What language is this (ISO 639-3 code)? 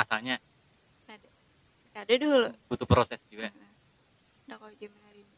bjn